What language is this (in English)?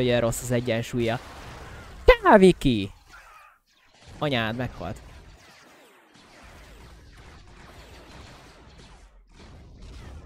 Hungarian